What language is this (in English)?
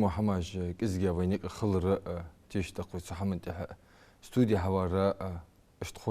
Ingush